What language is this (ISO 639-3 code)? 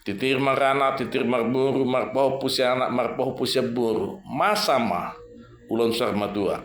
bbc